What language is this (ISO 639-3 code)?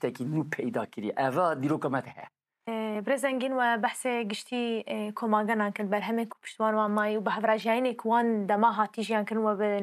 kur